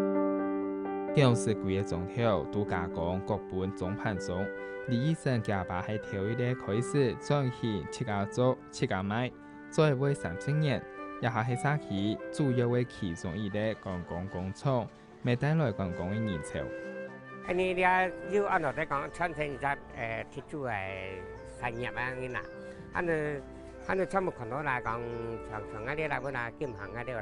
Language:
Hakka Chinese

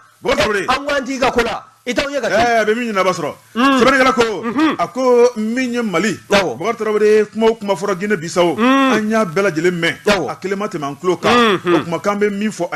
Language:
Bambara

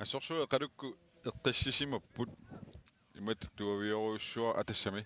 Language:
Kalaallisut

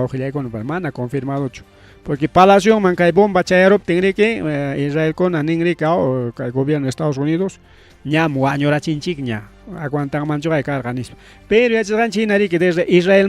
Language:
Ayacucho Quechua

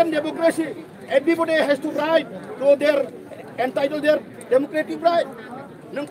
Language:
Riang (India)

